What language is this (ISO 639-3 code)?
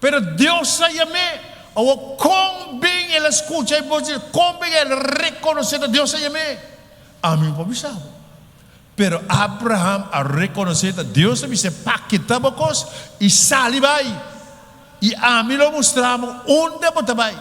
pap